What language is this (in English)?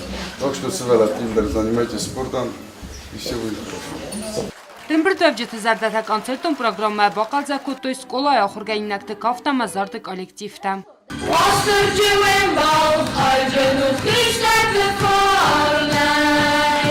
Ossetic